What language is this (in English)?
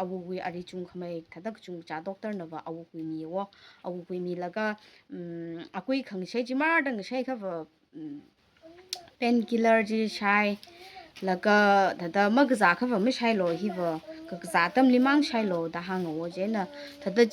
Tangkhul Naga (India)